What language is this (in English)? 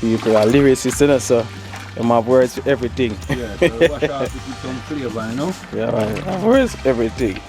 Jamaican Creole English